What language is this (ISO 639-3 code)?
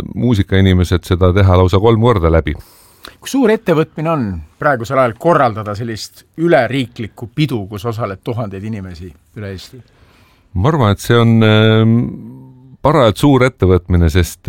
est